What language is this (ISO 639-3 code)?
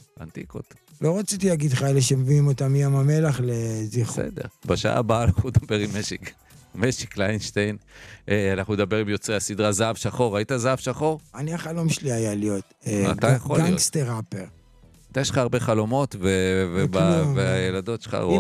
heb